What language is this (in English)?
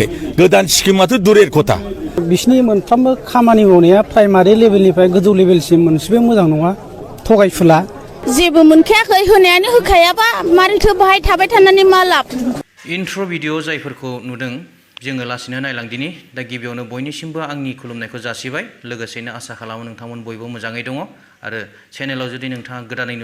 Bodo